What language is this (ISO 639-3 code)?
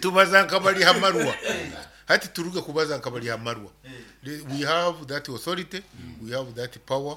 nyn